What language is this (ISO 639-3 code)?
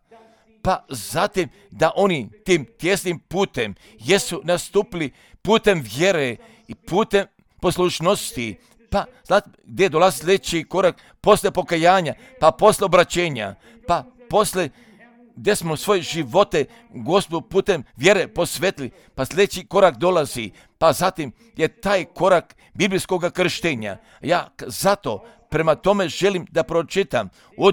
hrv